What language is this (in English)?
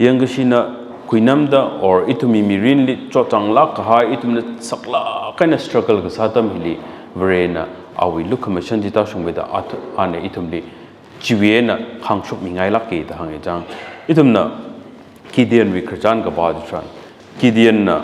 Tangkhul Naga (India)